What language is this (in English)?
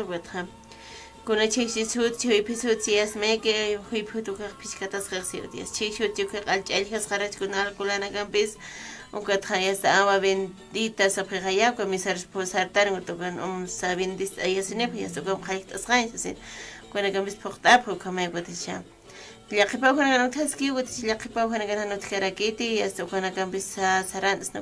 Aymara